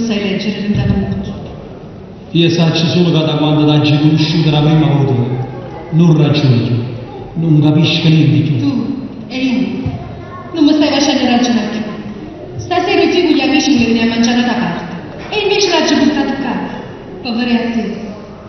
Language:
Neapolitan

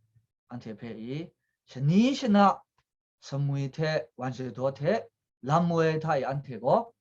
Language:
Kachin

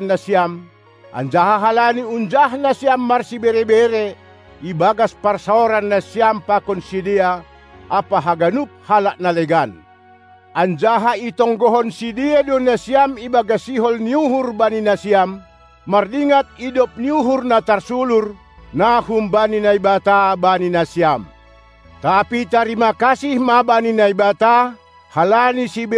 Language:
Batak Simalungun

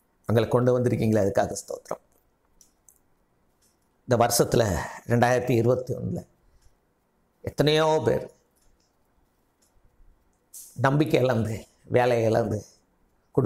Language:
Tamil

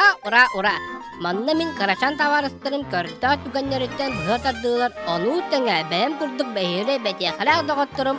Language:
Yakut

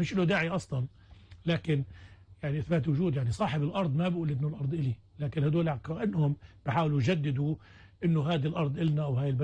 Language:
North Levantine Arabic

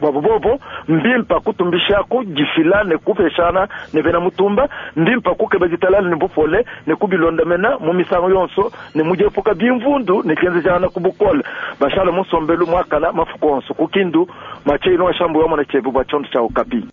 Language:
Luba-Lulua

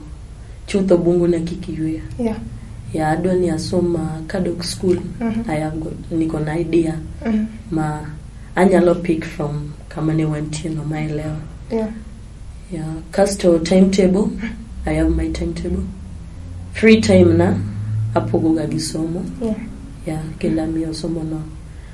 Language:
Luo (Kenya and Tanzania)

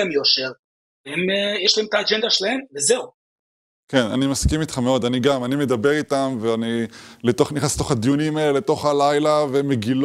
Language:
Hebrew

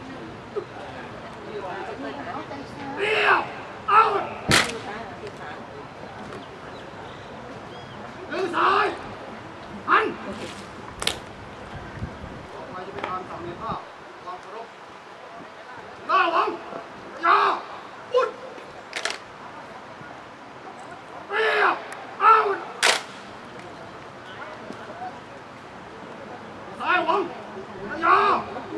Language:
Thai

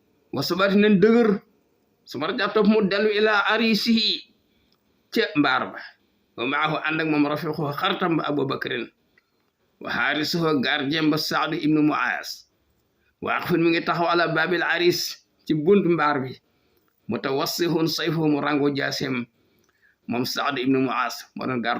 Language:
Wolof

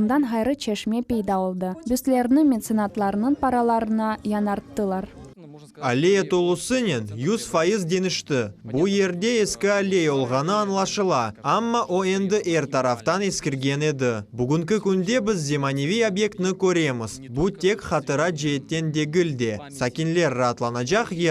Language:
Crimean Tatar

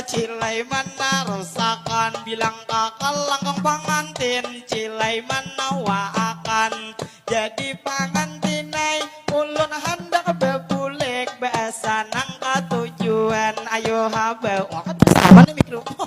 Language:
Banjar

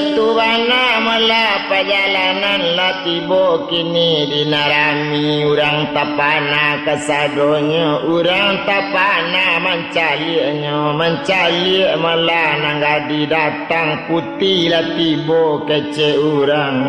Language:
Minangkabau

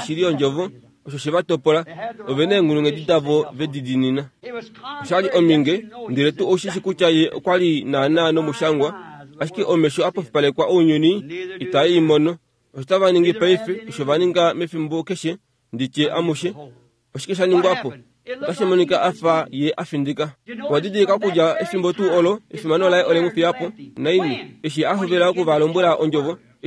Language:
Kuanyama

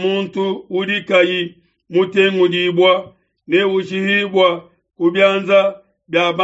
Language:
Luba-Lulua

